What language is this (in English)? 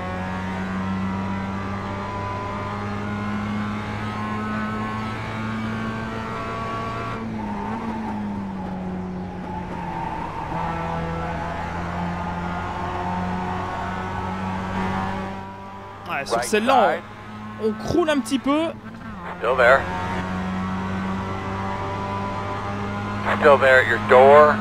French